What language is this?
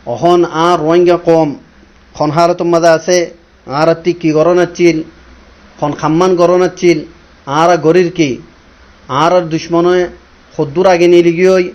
Rohingya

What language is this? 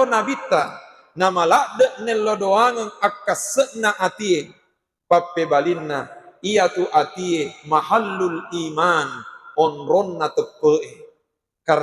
Buginese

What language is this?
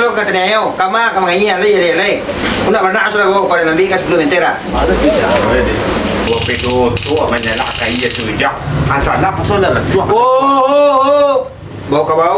Minangkabau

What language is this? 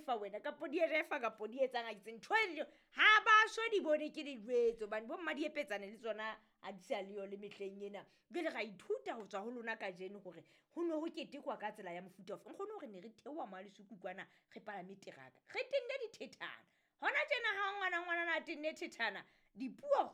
Southern Sotho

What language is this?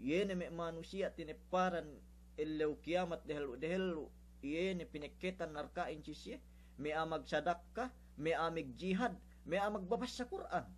Yakan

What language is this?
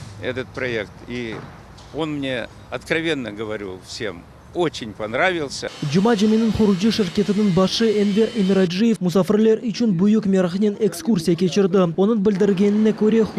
Crimean Tatar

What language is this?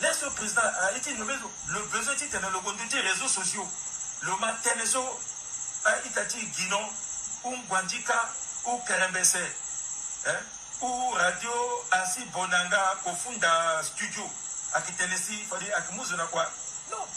Sango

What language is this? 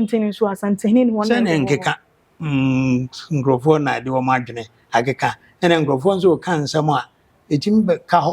Akan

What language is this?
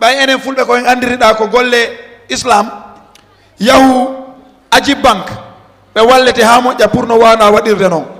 Fula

